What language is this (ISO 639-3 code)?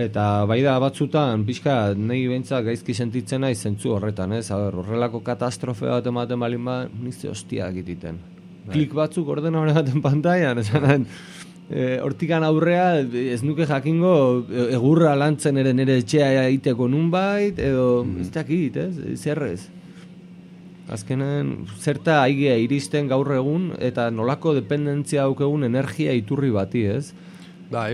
eus